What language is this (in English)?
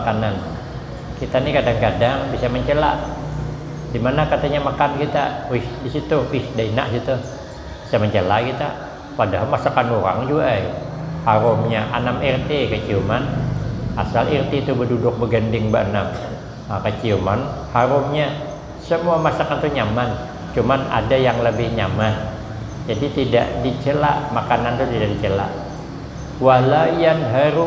Banjar